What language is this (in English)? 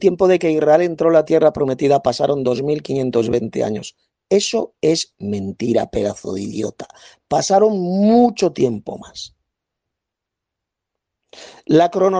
Spanish